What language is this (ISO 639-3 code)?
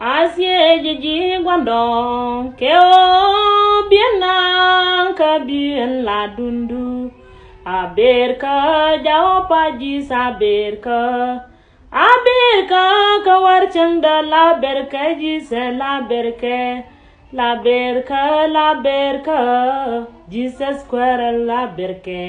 nus